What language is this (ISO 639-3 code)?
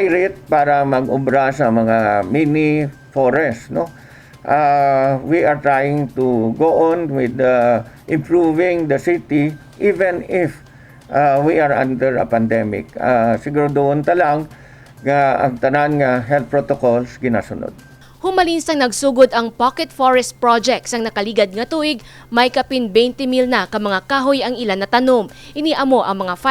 hil